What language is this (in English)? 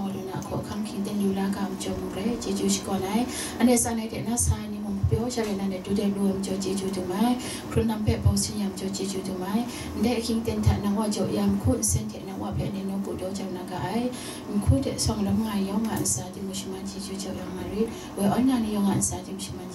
Kachin